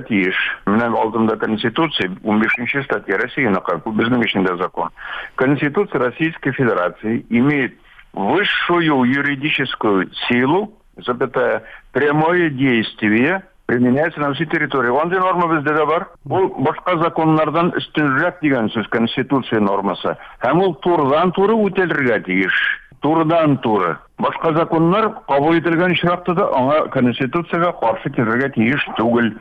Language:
Tatar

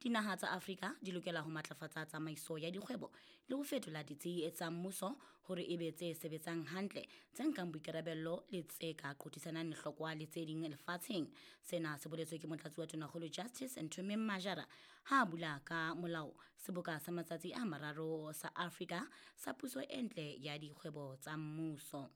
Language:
Southern Sotho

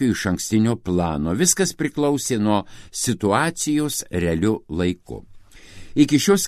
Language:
Lithuanian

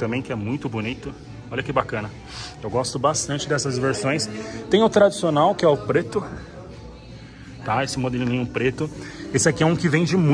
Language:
Portuguese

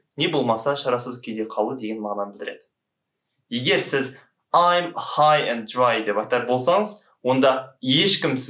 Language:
Kazakh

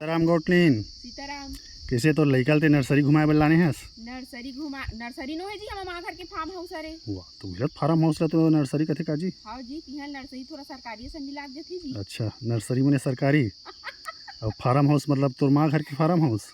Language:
Chhattisgarhi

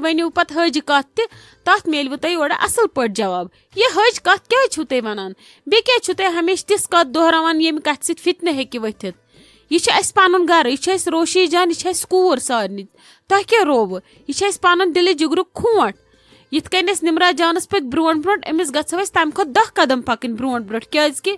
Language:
Kashmiri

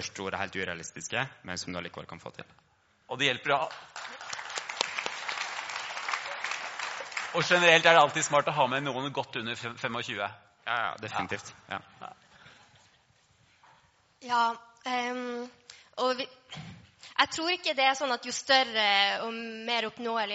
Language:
Norwegian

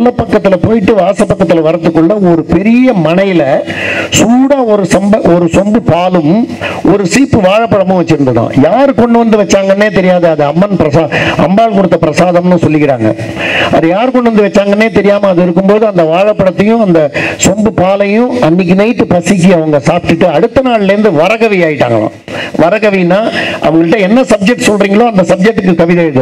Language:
Tamil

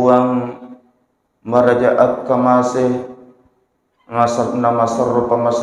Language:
Buginese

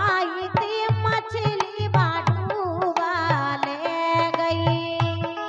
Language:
Bundeli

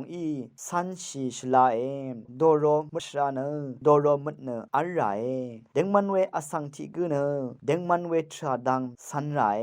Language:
Rawang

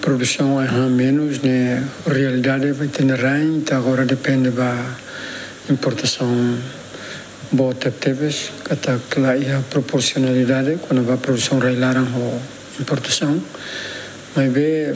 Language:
Tetum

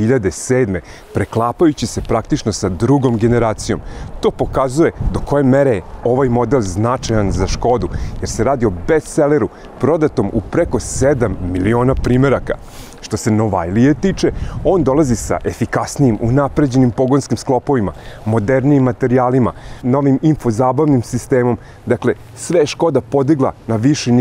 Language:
Serbian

